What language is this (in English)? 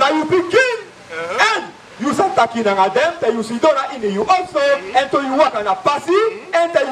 Sranan Tongo